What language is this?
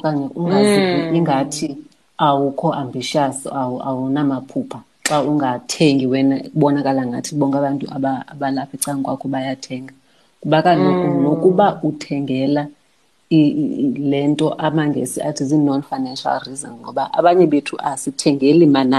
Xhosa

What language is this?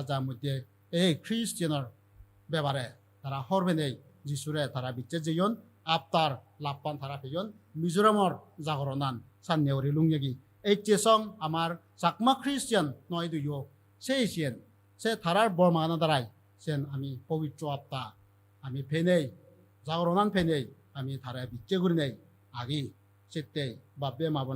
Chakma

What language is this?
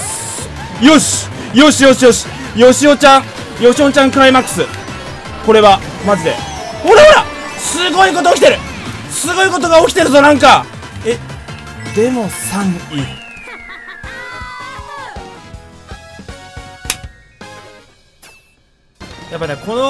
Japanese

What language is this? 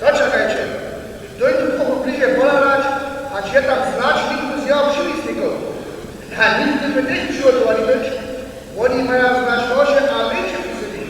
Upper Sorbian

